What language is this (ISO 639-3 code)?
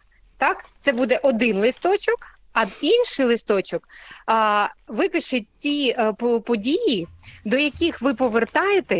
ukr